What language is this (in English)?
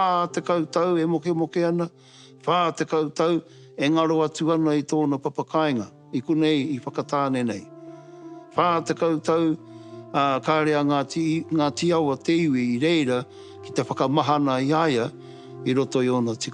Māori